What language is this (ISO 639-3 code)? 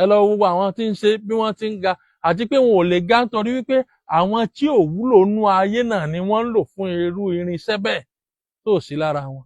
yor